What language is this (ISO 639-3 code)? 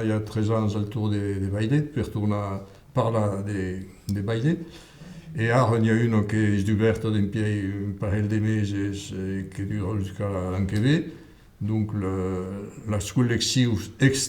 oci